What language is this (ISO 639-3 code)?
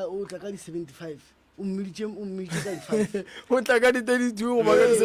nso